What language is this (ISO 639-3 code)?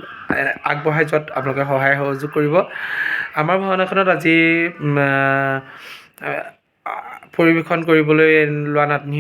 asm